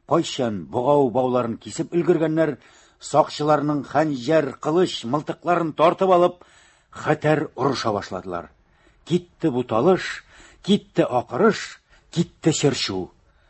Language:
Tatar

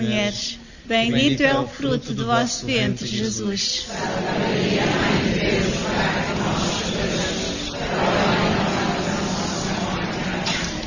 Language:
Portuguese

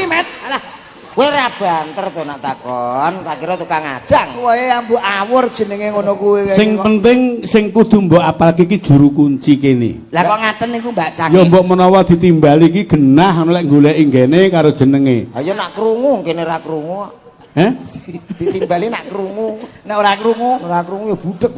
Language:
Javanese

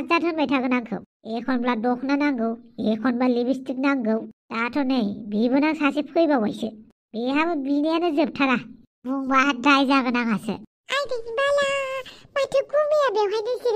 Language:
Bodo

